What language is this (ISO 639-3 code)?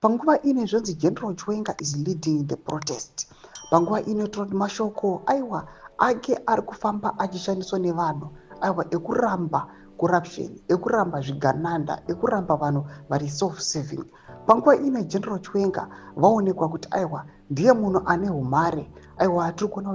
sna